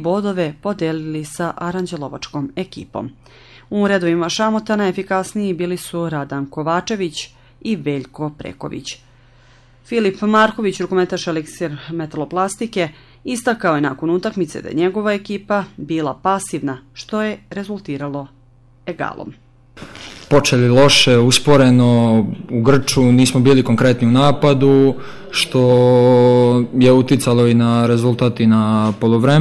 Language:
Serbian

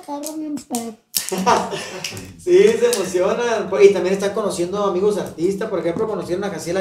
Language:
Spanish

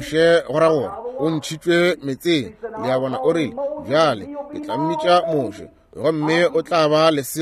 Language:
Northern Sotho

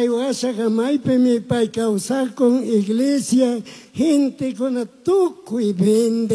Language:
Chimborazo Highland Quichua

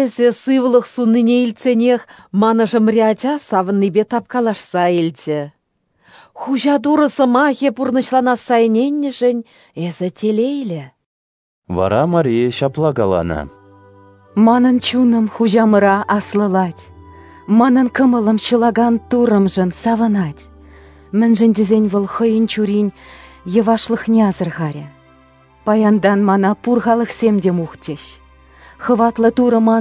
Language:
Chuvash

